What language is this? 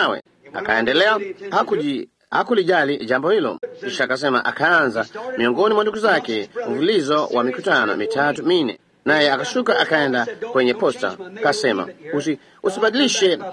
Swahili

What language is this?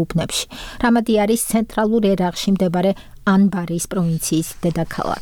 Georgian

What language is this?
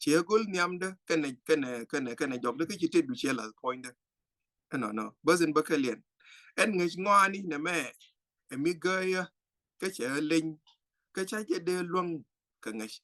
Nuer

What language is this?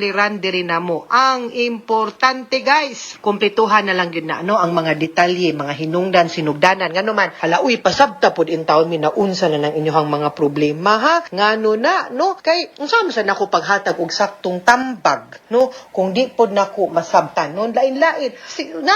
Cebuano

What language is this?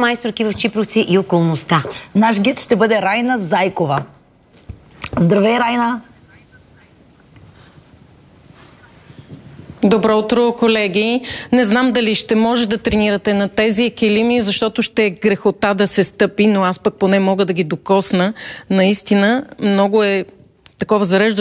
Bulgarian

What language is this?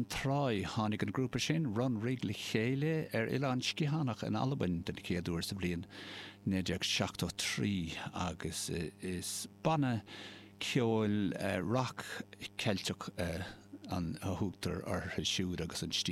Irish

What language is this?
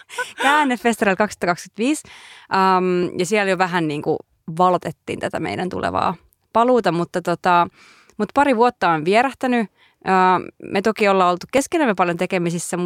Finnish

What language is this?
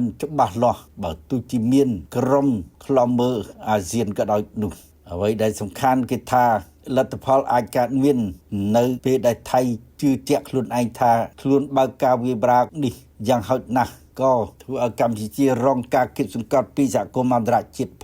Khmer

